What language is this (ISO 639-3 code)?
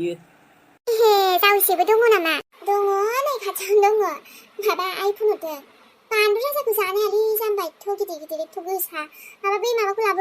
brx